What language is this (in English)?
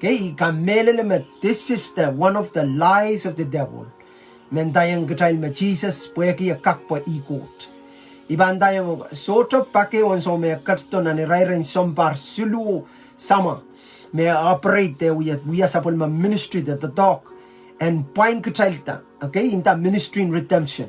Pohnpeian